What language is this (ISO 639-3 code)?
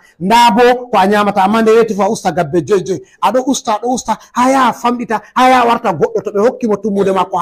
ful